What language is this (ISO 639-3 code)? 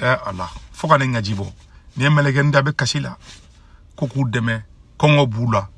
bam